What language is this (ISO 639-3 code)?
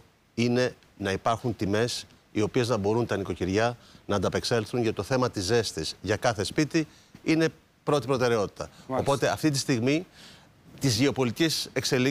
ell